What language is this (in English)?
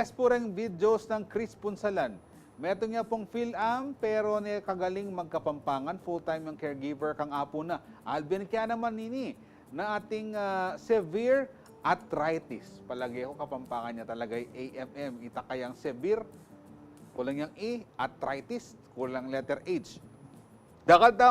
Pampanga